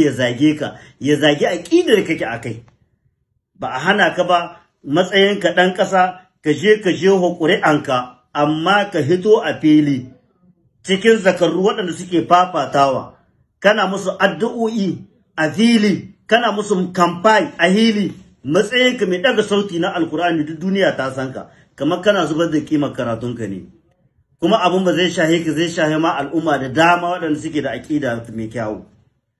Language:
Hausa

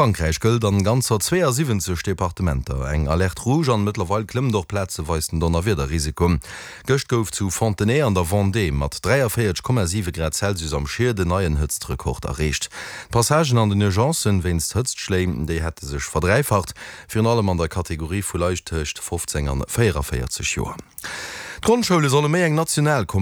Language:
Luxembourgish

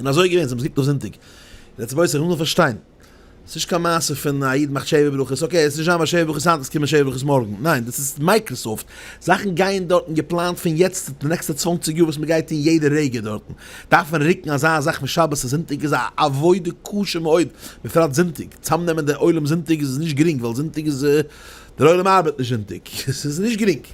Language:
Yiddish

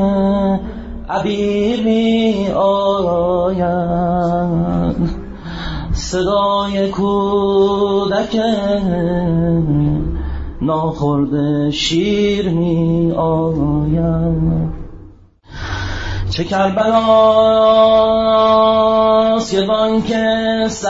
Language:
Persian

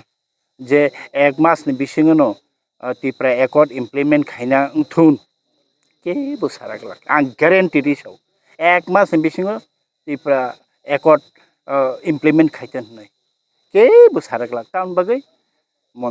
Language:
Kok Borok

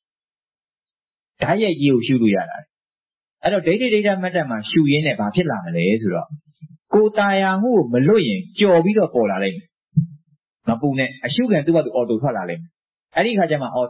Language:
Burmese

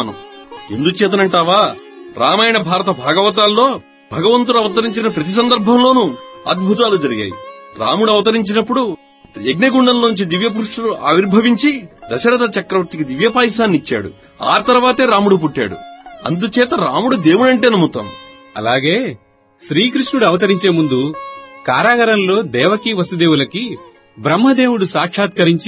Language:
Telugu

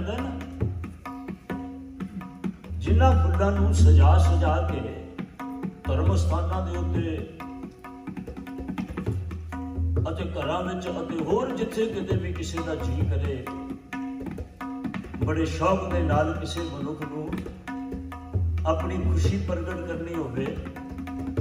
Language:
Punjabi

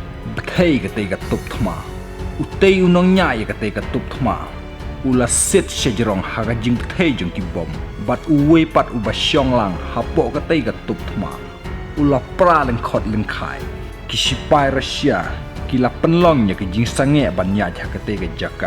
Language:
Khasi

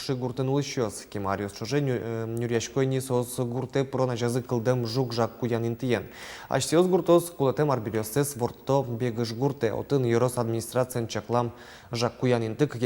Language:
Udmurt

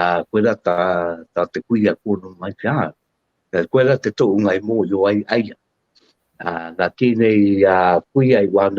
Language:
Māori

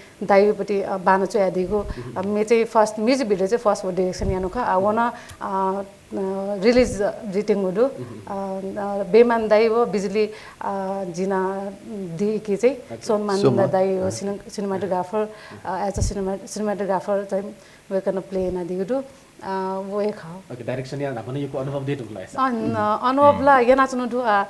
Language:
Newari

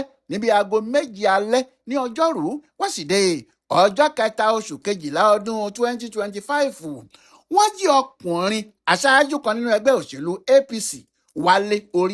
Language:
Yoruba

